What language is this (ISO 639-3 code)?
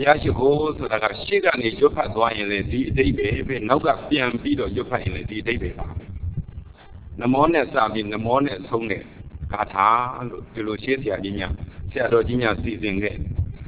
mya